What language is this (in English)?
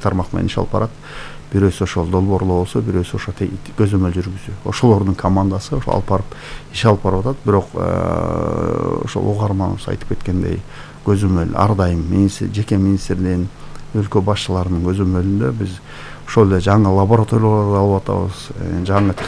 Kyrgyz